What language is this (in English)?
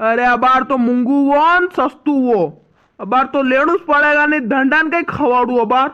Rajasthani